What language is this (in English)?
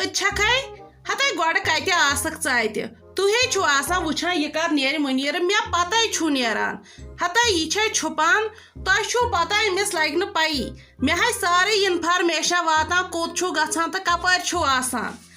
Kashmiri